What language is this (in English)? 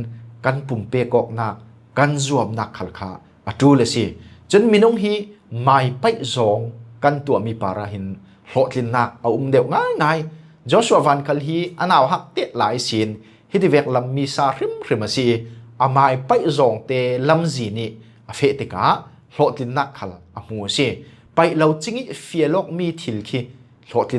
Falam Chin